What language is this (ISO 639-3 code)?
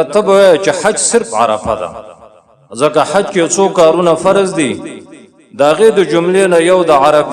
pus